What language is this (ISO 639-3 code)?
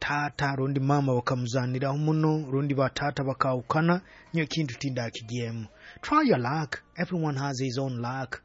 nyo